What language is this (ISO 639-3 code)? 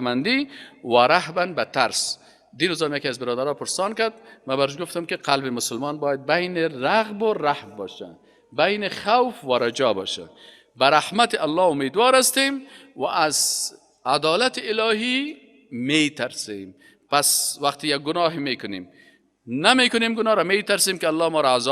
fas